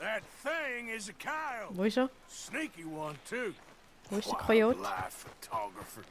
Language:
Swiss German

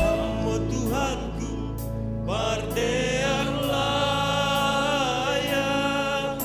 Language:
Batak Simalungun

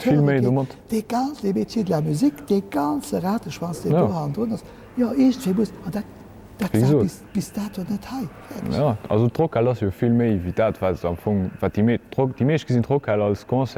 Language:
Luxembourgish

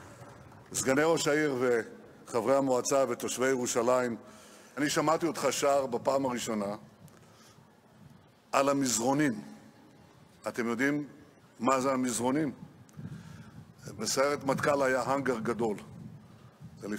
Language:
Hebrew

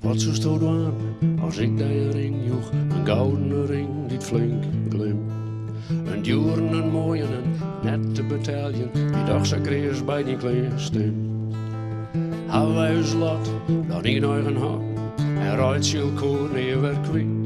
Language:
Western Frisian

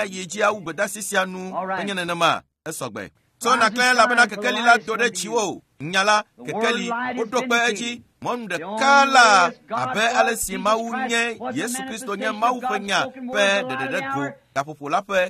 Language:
Ewe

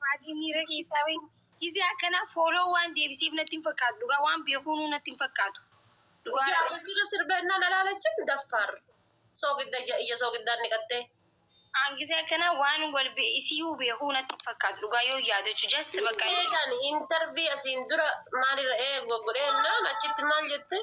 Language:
Oromo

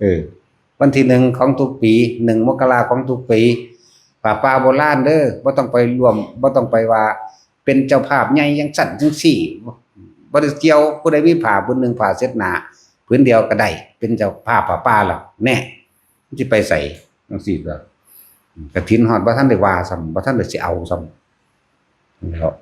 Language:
Northeastern Thai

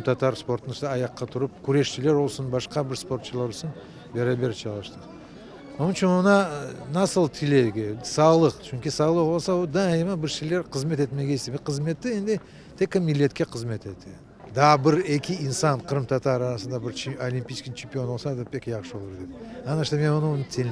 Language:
Crimean Tatar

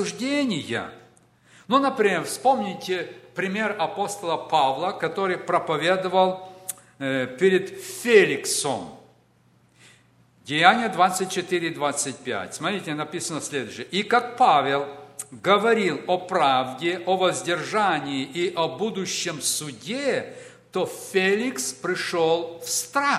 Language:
Russian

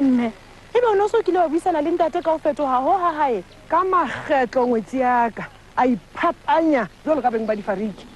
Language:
Southern Sotho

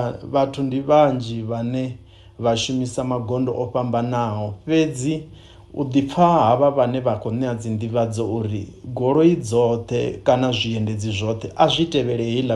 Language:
Venda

